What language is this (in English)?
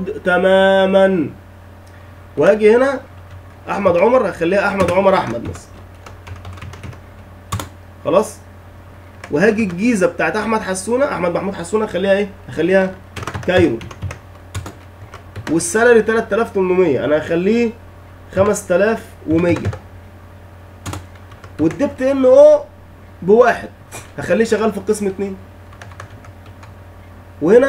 Egyptian Arabic